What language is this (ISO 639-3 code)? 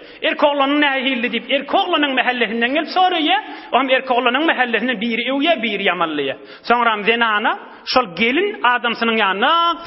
tuk